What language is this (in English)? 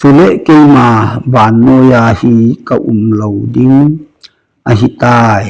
Thado Chin